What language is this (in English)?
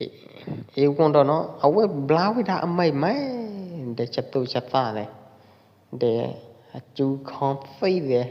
Pwo Eastern Karen